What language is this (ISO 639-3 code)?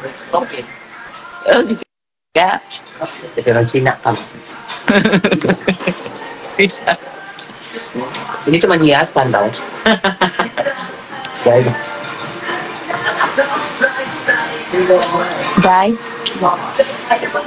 ind